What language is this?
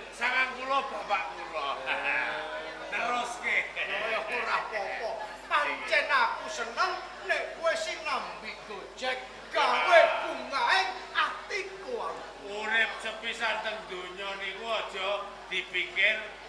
Javanese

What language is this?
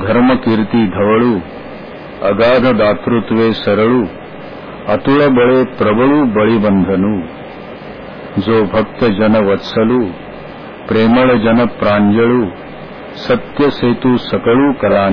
Marathi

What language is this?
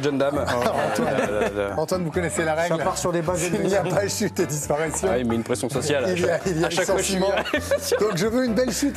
French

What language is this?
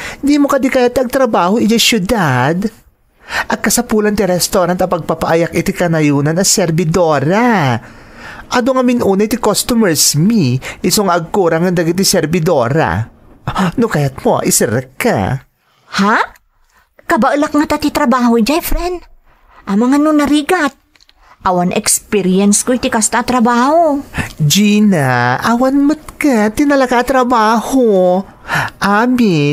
Iloko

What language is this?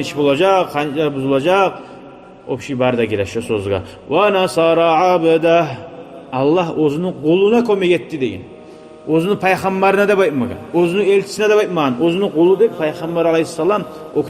Kumyk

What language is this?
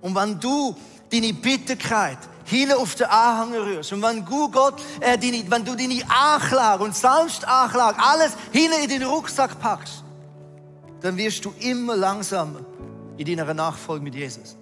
Swiss German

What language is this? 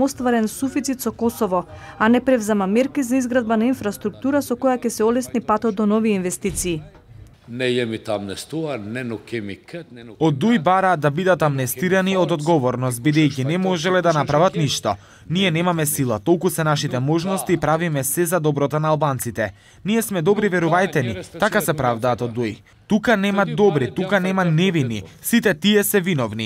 Macedonian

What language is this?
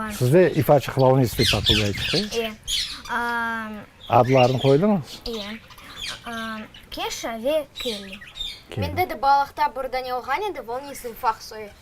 Crimean Tatar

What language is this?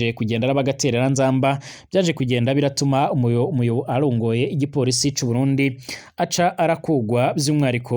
Rundi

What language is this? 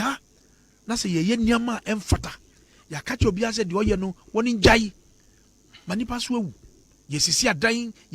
Akan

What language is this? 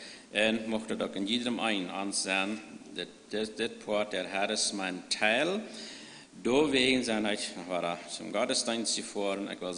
Plautdietsch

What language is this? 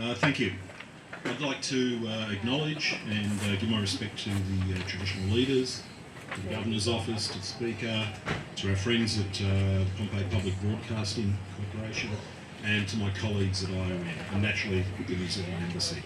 Pohnpeian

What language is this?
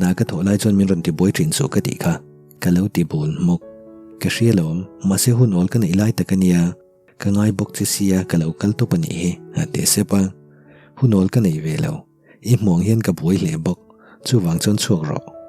Mizo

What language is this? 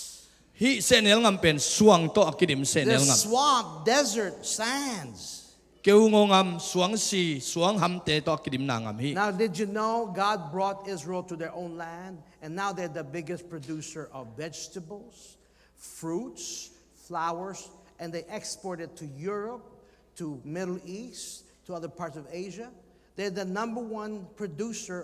Tedim Chin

